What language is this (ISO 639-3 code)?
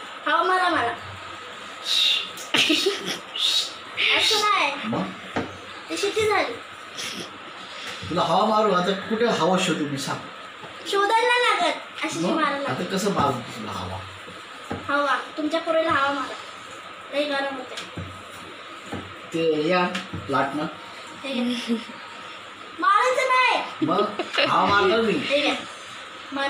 mar